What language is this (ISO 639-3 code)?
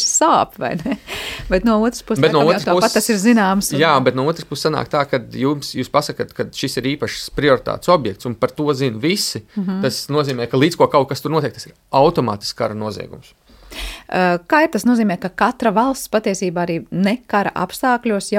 lav